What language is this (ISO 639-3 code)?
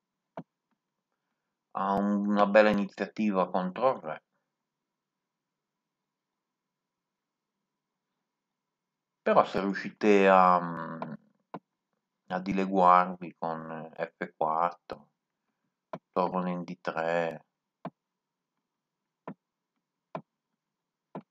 ita